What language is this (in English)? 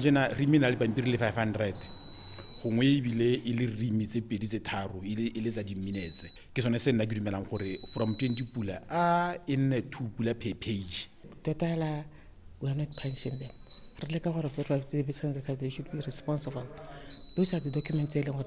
Tswana